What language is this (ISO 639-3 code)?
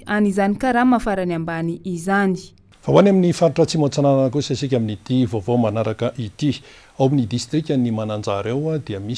mlg